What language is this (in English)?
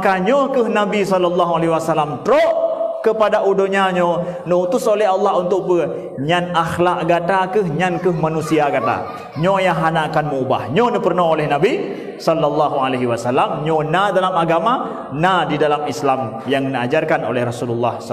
Achinese